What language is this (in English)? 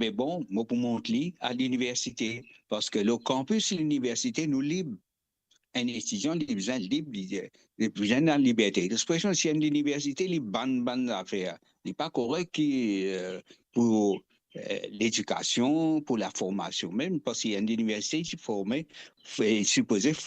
Morisyen